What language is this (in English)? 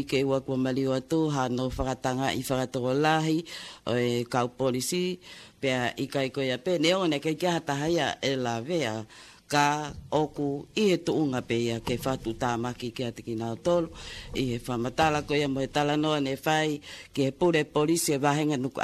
Tongan